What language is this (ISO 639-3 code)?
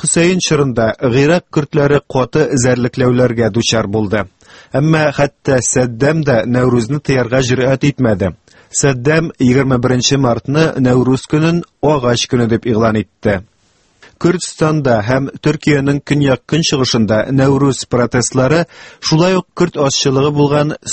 tat